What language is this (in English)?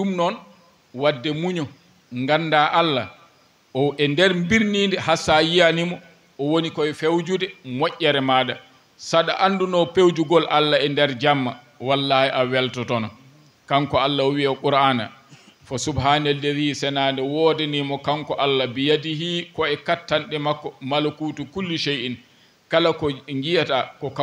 Fula